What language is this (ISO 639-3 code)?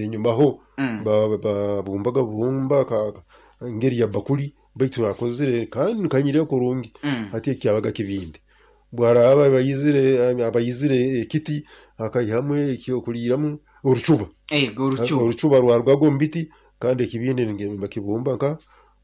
nyo